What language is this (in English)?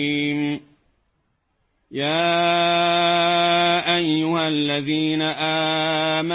Arabic